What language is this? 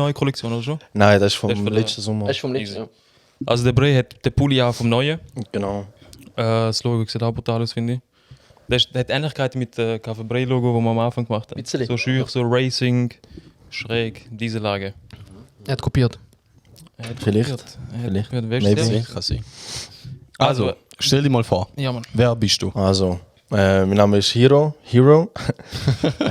Swiss German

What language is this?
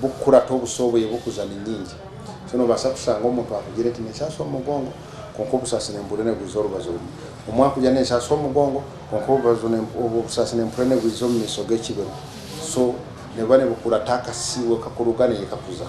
Nyankole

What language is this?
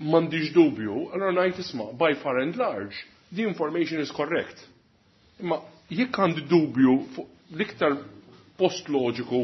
Maltese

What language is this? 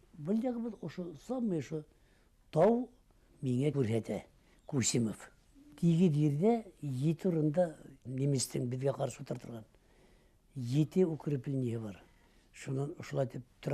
Bashkir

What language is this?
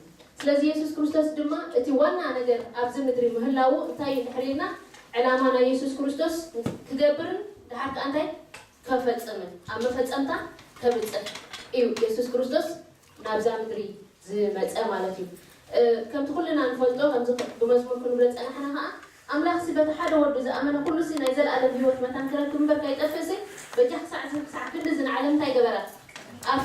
Tigrinya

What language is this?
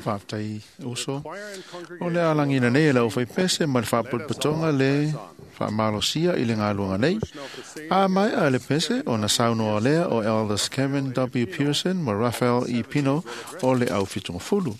Samoan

